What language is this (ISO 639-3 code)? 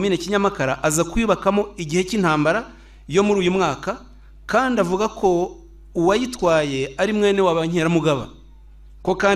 kin